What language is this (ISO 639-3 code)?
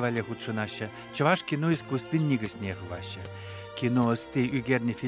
chv